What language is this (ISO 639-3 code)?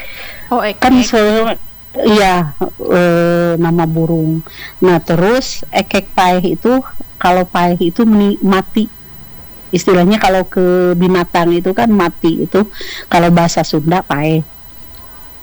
ind